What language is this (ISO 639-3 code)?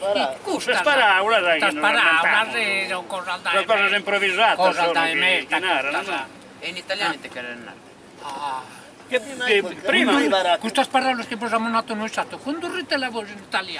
srd